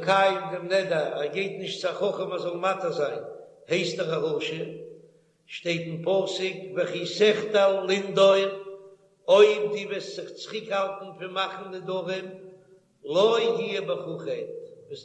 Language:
Yiddish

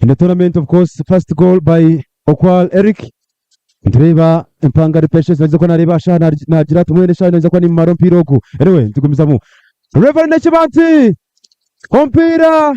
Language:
Nyankole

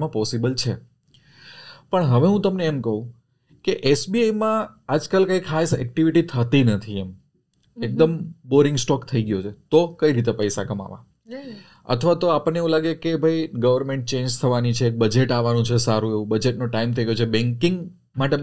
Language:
Gujarati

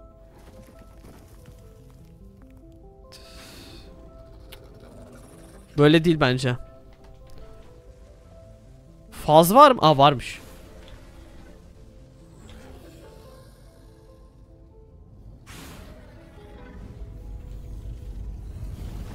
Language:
Turkish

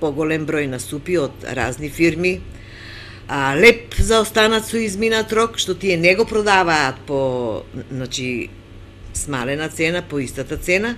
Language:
Macedonian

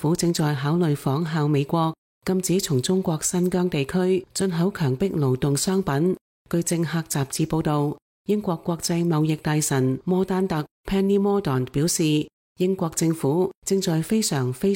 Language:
Cantonese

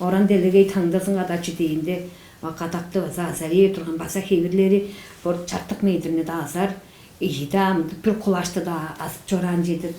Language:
Tuvinian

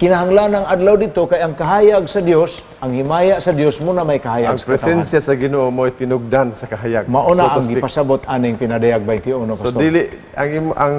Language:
Cebuano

